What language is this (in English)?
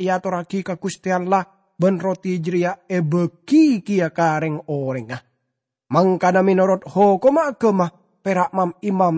Madurese